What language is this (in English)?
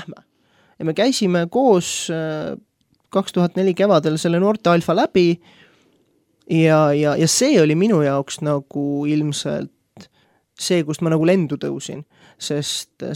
Estonian